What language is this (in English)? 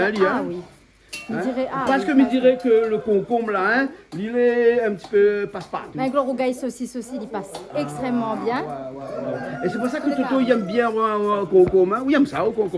Réunion Creole French